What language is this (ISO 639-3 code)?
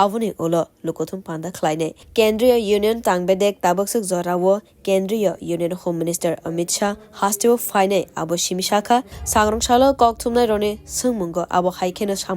trp